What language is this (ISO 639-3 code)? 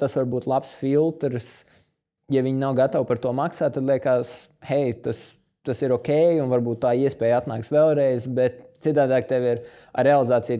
lav